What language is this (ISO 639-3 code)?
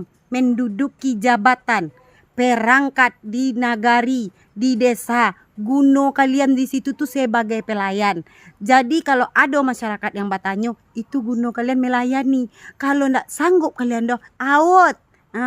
min